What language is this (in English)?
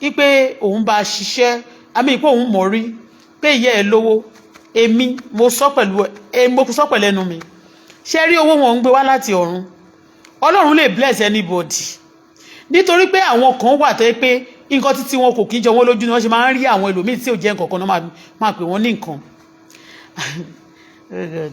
Yoruba